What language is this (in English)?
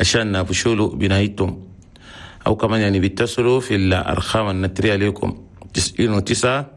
Chadian Arabic